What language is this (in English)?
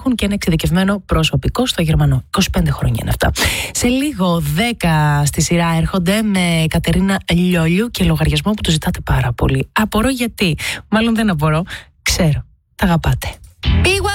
Greek